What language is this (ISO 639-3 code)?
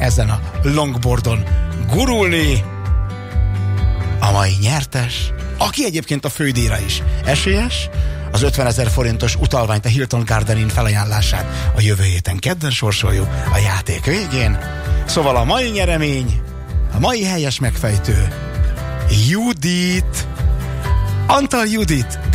hun